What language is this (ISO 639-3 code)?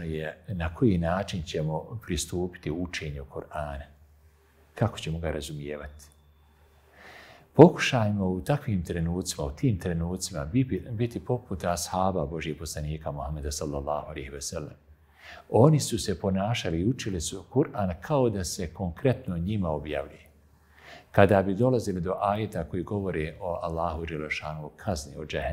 bos